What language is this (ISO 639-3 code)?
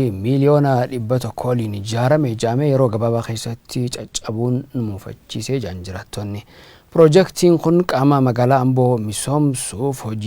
orm